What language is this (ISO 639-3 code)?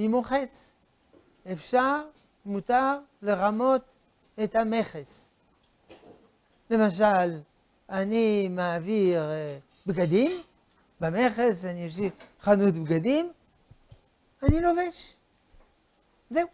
heb